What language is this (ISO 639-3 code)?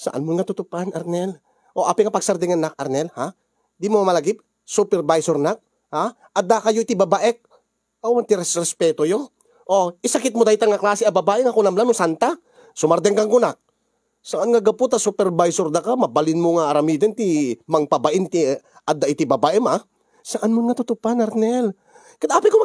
ilo